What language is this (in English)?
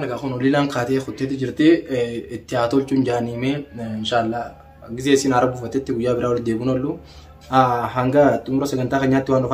Oromo